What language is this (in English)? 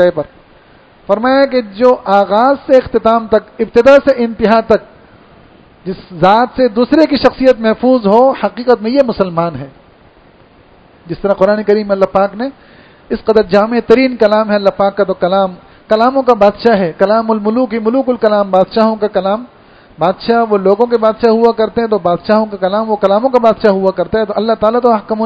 Urdu